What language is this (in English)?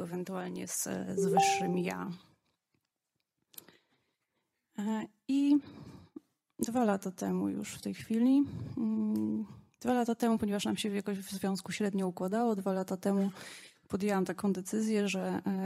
Polish